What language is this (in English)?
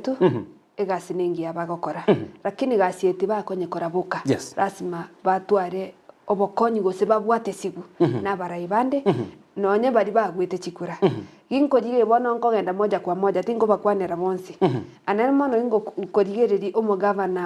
Gusii